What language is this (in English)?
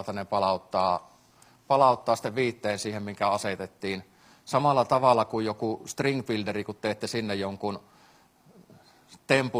Finnish